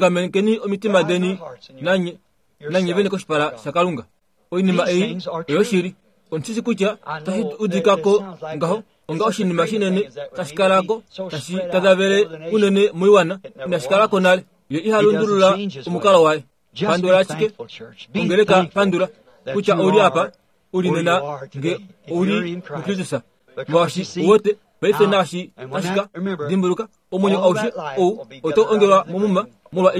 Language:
Kuanyama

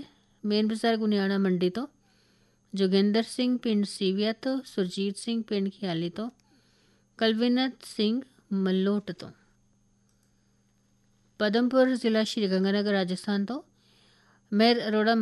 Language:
Punjabi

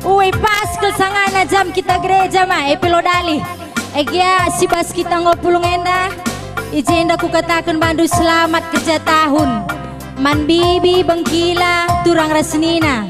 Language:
Batak Karo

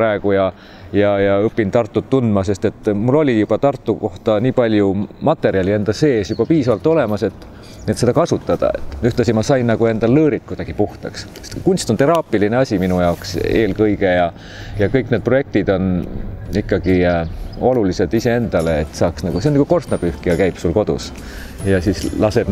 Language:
Estonian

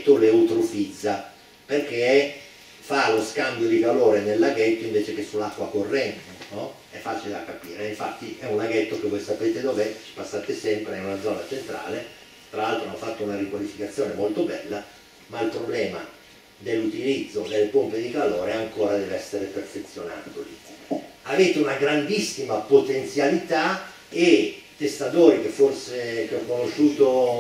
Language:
Italian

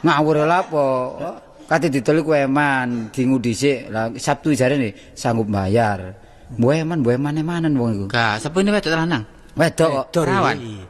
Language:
Javanese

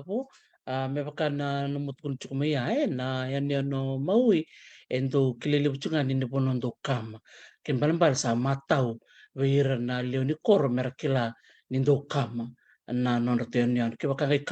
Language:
Fijian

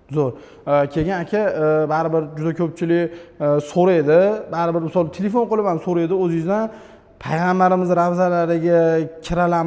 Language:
Uzbek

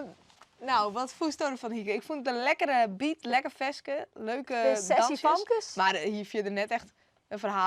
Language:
Western Frisian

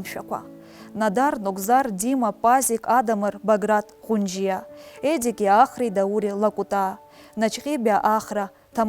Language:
Abkhazian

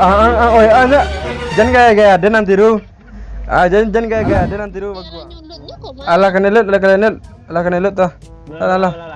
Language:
Minangkabau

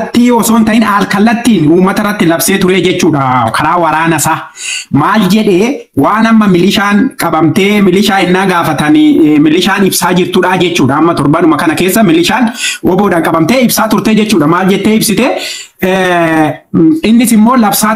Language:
Oromo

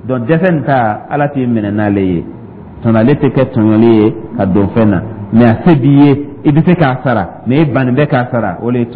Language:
Dyula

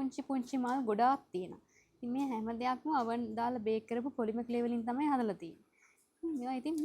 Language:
Sinhala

